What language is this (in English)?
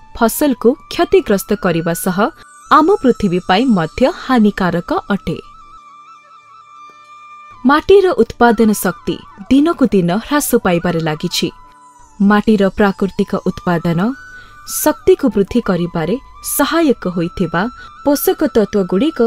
Odia